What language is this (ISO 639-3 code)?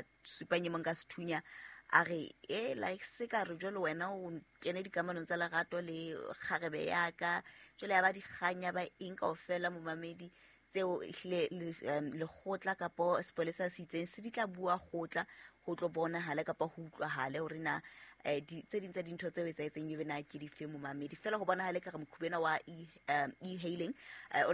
sot